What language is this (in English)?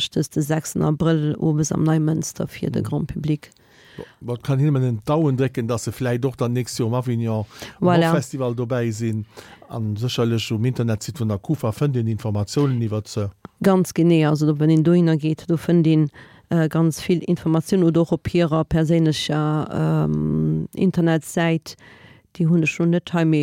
Luxembourgish